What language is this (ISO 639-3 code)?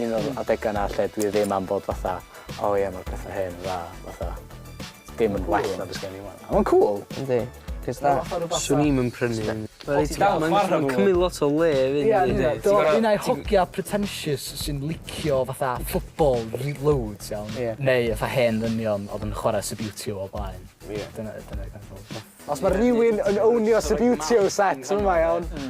cym